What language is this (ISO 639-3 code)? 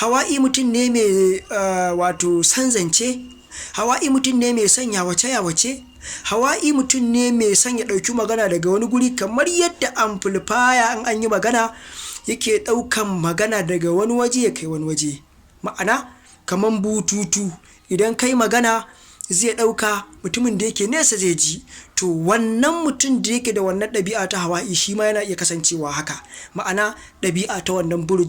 hau